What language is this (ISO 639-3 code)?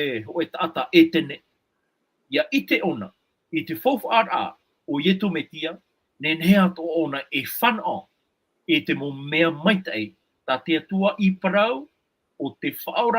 tah